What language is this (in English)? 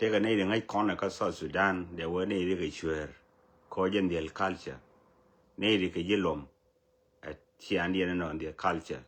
Nuer